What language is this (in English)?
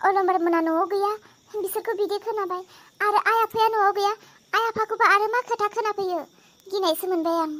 Bodo